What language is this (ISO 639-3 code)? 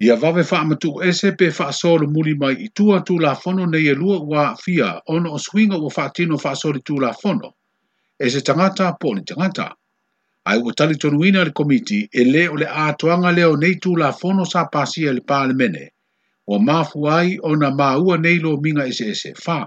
smo